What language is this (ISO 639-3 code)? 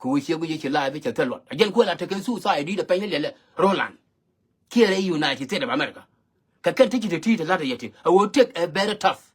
nus